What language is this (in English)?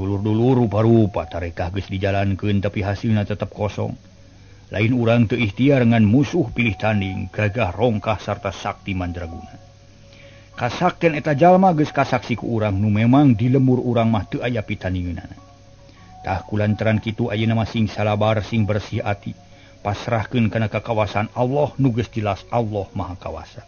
Sundanese